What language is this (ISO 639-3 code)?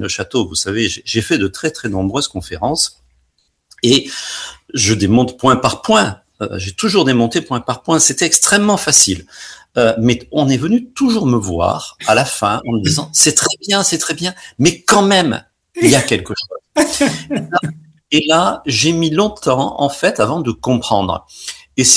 fra